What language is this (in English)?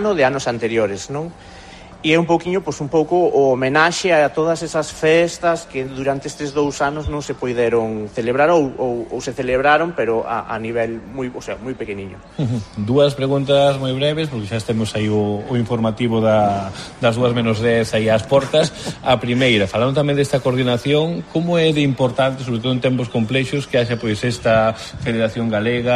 Galician